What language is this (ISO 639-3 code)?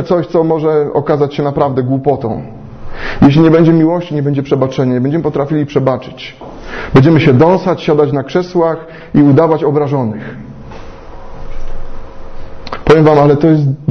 pol